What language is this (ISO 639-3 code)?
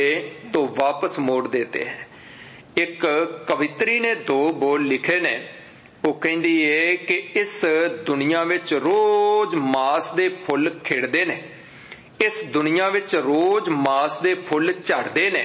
pan